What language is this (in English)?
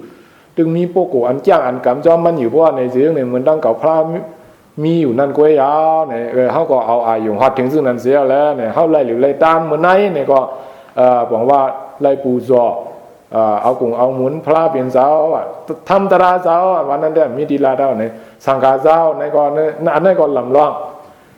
Shan